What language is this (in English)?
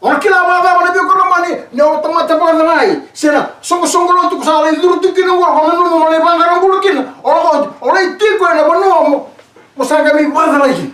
Fijian